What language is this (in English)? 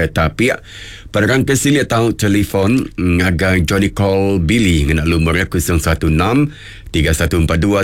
Iban